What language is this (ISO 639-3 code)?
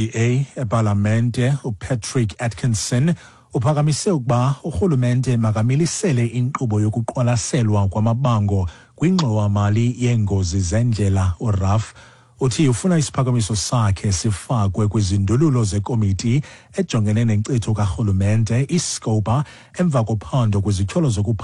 xho